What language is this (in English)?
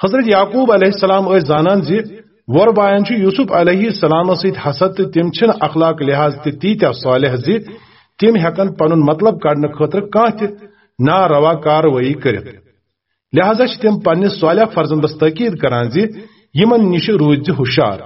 Kashmiri